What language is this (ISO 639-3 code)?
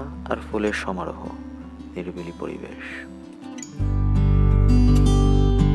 ben